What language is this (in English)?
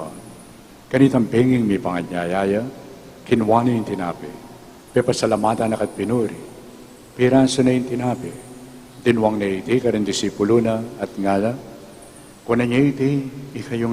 Pampanga